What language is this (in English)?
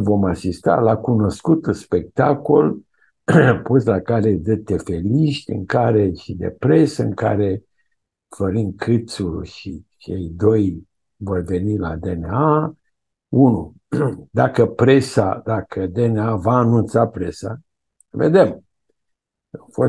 Romanian